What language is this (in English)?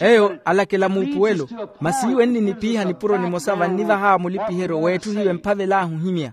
Makhuwa